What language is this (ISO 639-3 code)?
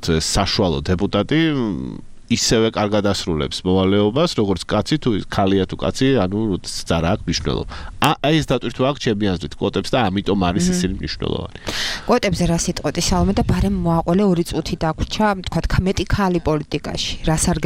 kat